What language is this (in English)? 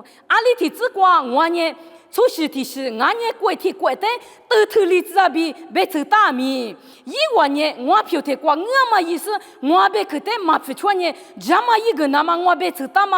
Lisu